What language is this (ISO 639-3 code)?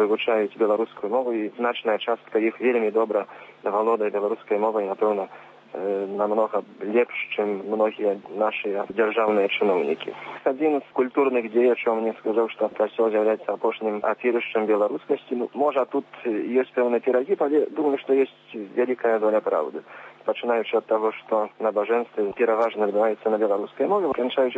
bel